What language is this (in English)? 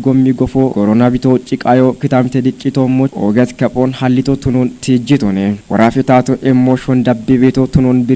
Kafa